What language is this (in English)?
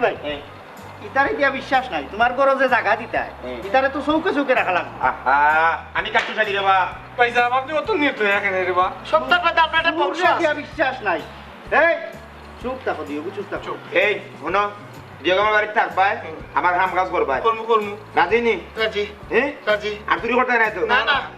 Sylheti